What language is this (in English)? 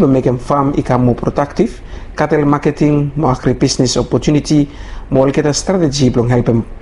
Bislama